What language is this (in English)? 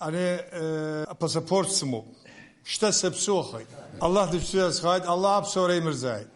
Abkhazian